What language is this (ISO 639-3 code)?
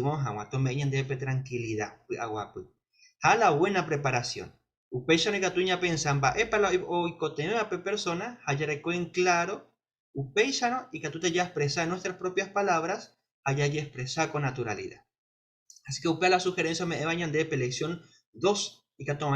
grn